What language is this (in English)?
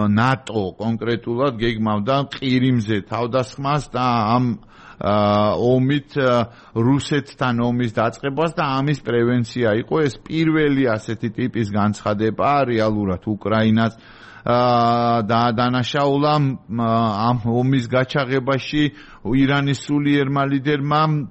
Georgian